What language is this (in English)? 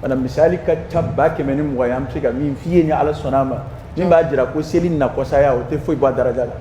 Dyula